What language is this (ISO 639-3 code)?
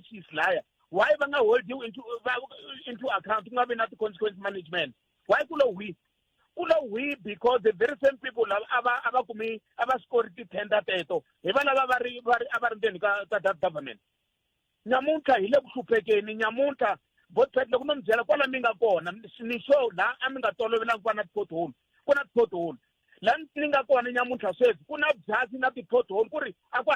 tso